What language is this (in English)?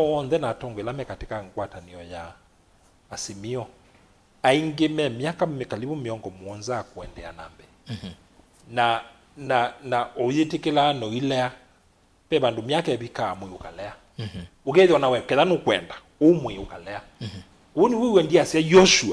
Kamba